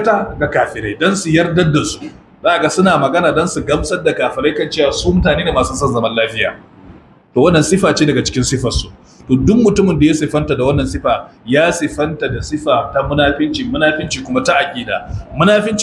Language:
Hausa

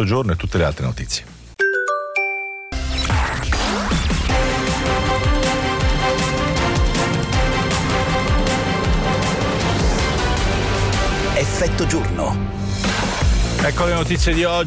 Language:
Italian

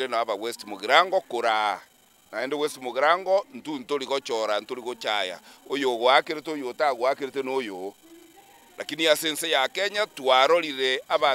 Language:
Gusii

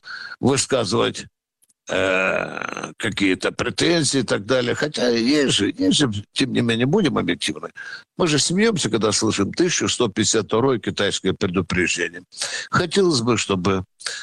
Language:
Russian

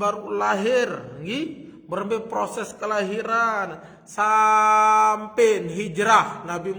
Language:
Sasak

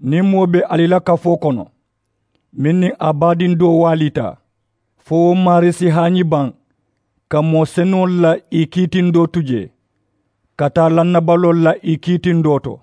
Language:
Mandingo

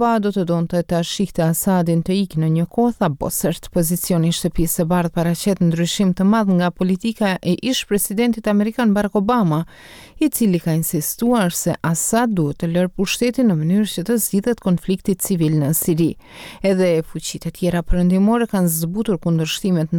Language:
Albanian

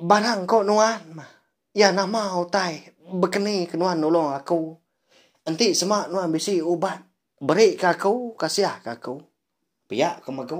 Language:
Iban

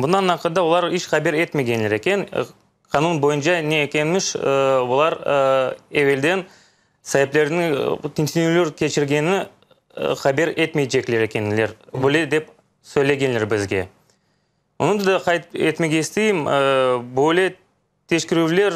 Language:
Crimean Tatar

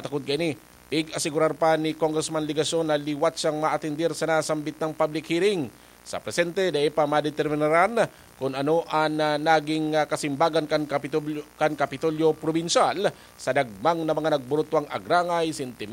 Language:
Bikol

